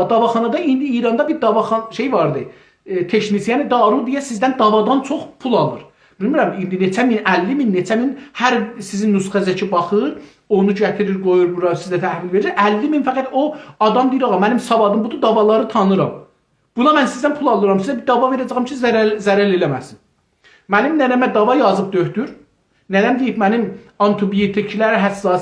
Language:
South Azerbaijani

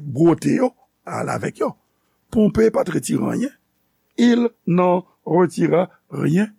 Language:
Haitian Creole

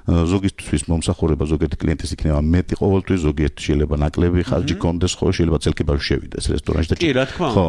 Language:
Georgian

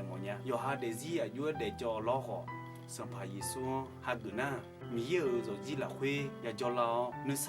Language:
Akha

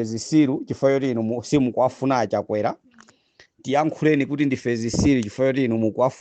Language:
Nyanja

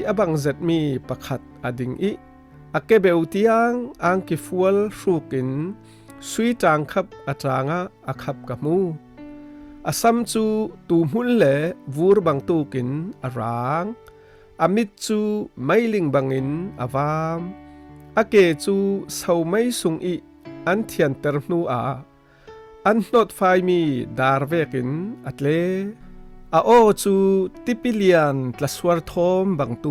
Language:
Falam Chin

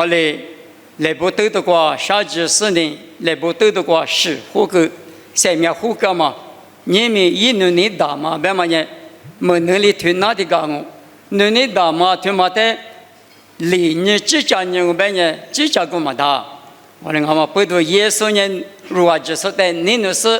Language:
Lisu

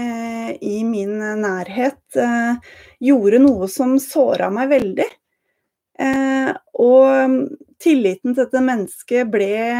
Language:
Norwegian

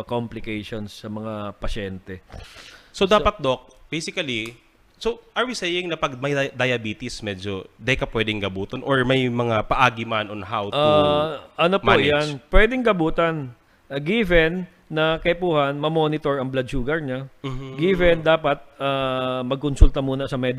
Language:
Bikol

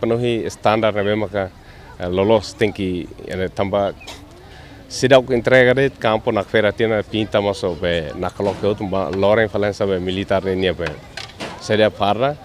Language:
Tetum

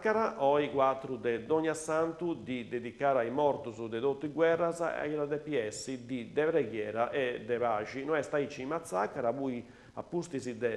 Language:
Sardinian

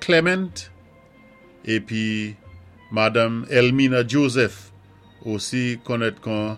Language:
Saint Lucian Creole French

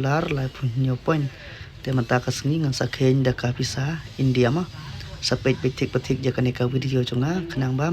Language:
Khasi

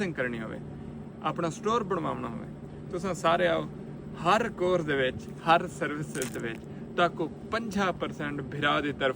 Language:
Saraiki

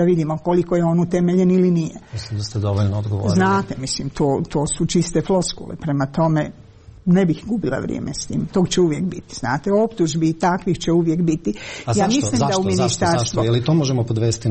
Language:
Croatian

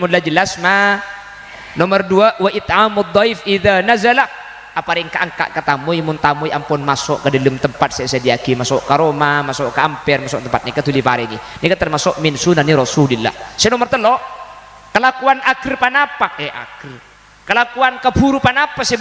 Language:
Madurese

